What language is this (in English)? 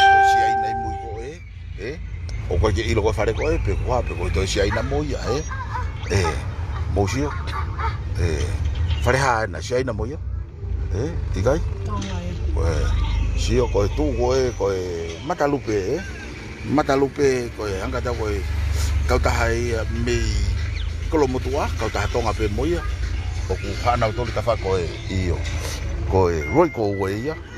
Tongan